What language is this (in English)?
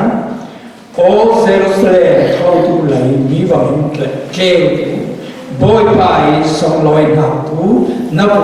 Falam Chin